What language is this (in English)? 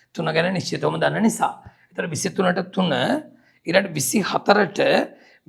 Sinhala